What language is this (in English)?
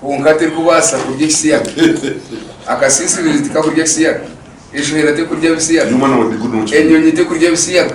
Nyankole